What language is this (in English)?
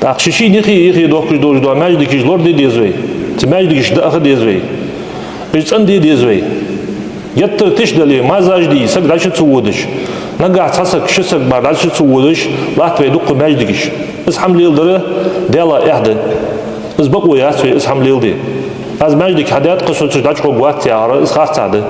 Ingush